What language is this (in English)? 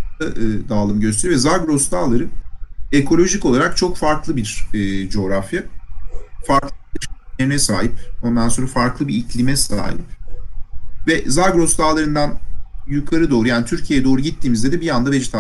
Turkish